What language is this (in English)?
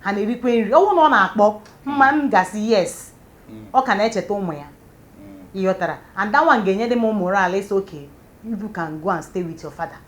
Igbo